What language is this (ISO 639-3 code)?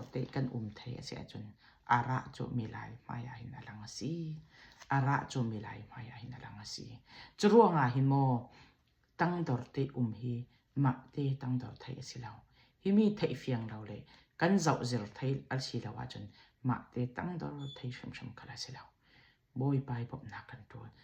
cfm